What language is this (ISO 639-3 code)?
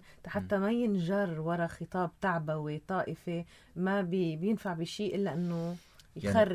apc